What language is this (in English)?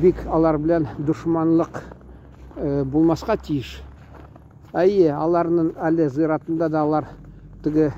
Tatar